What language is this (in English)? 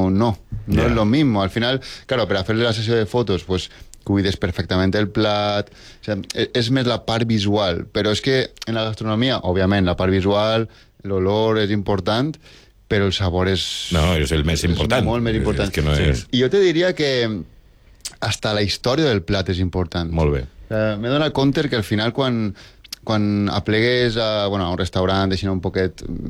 Catalan